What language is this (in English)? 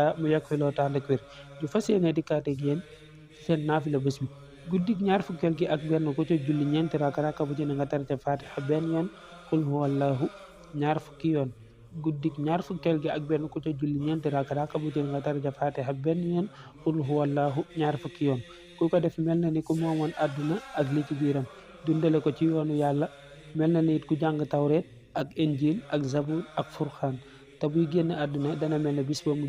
Wolof